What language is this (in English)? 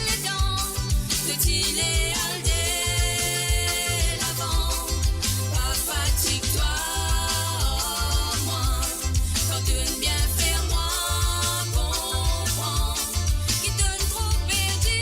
Morisyen